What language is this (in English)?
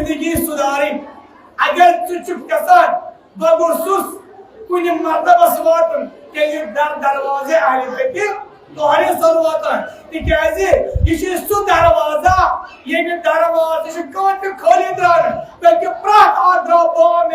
Kashmiri